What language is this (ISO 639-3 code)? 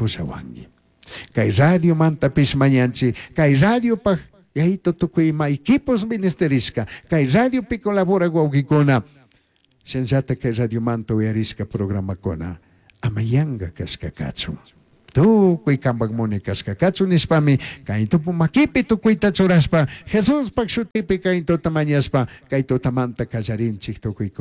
qug